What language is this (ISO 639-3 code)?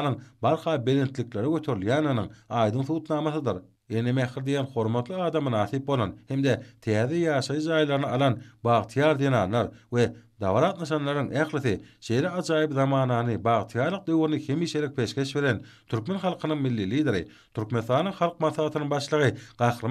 tuk